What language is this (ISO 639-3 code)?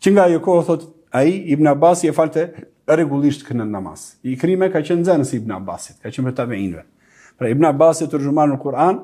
sqi